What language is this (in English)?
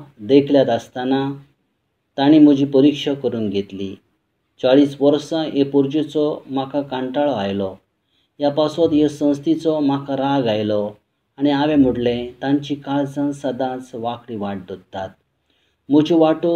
Konkani